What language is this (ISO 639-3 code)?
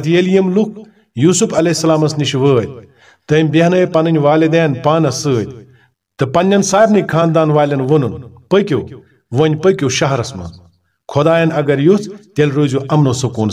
kas